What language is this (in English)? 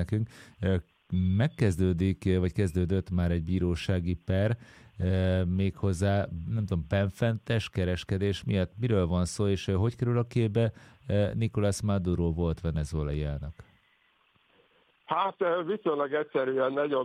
Hungarian